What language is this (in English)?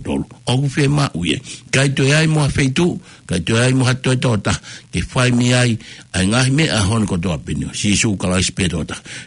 Tongan